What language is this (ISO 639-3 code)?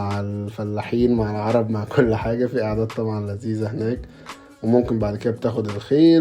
arz